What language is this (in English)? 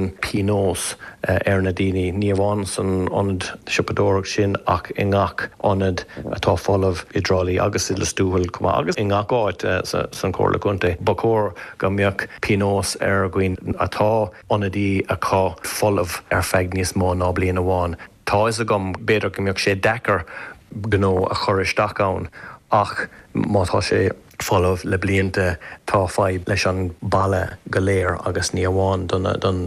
Irish